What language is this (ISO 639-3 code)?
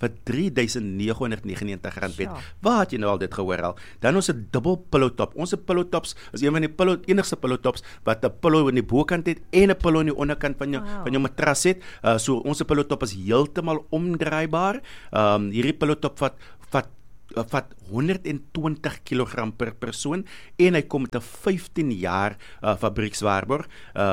afr